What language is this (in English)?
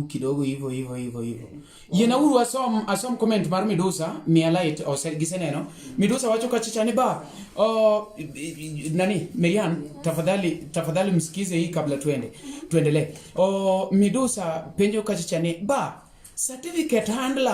Luo (Kenya and Tanzania)